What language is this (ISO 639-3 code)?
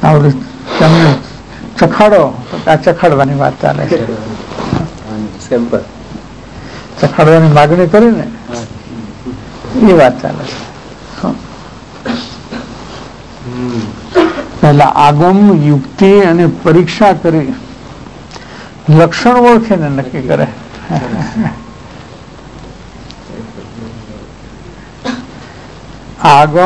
guj